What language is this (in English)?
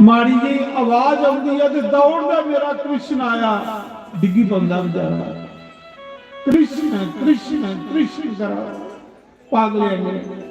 Dogri